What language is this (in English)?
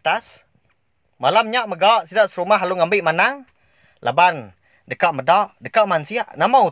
Iban